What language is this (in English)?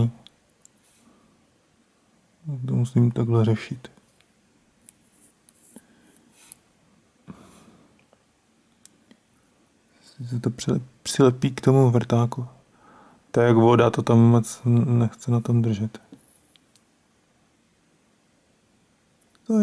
Czech